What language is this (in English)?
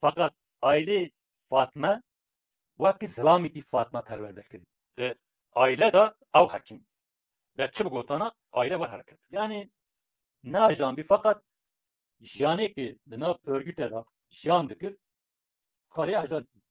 Kurdish